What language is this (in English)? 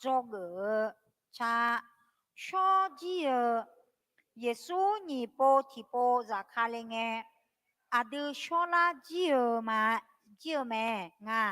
Akha